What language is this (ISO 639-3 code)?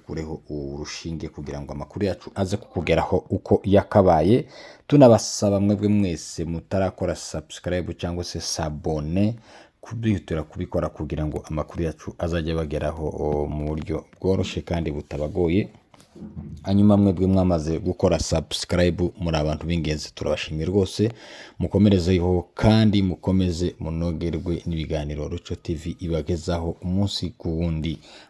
kin